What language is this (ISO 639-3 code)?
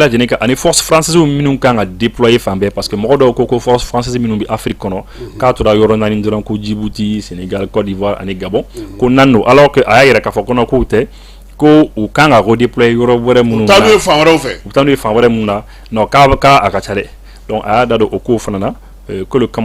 bam